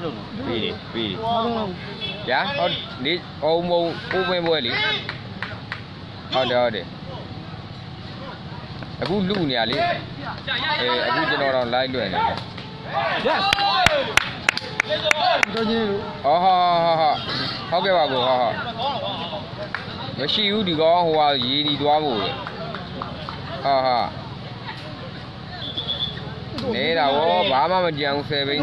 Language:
Burmese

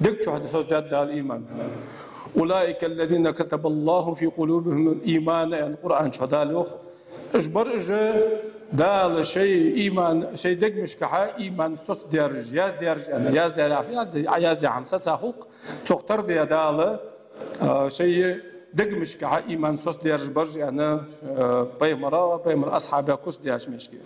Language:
Ingush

